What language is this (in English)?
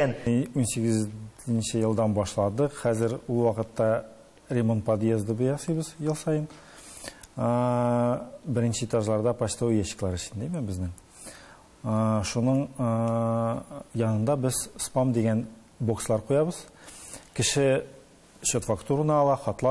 Tatar